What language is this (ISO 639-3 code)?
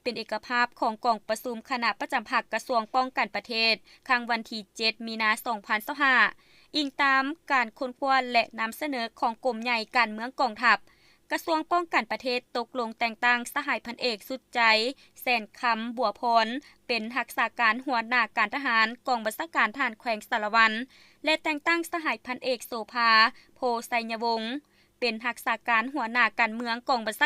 lao